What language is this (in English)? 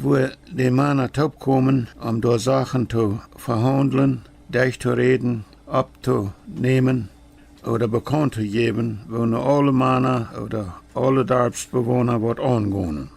Plautdietsch